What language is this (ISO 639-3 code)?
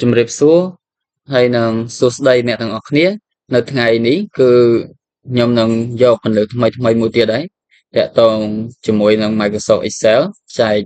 khm